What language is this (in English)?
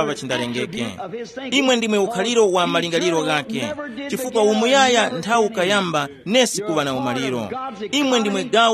Tumbuka